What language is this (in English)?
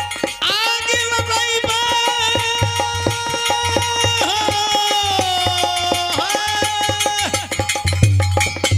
Bhojpuri